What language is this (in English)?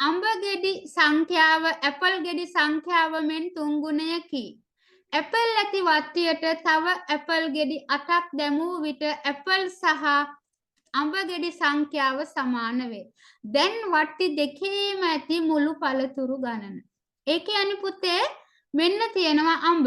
Sinhala